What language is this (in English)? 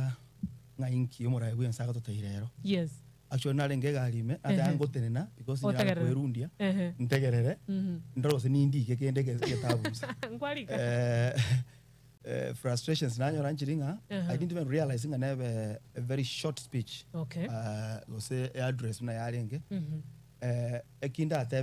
Gusii